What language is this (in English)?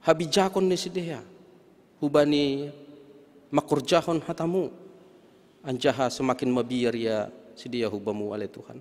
Batak Simalungun